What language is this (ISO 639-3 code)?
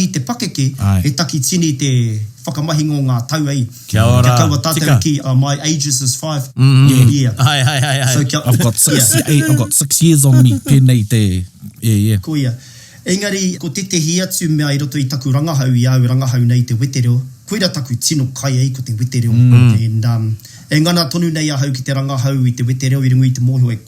mri